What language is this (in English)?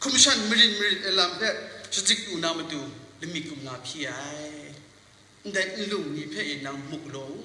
Kachin